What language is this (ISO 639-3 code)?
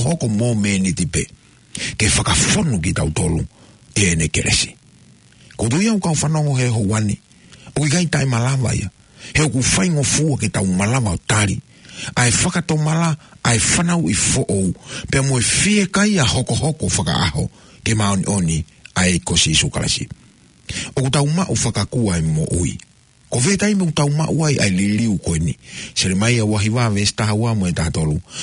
ton